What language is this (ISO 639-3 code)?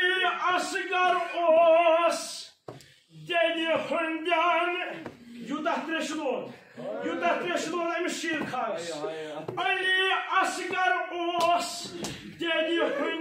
kas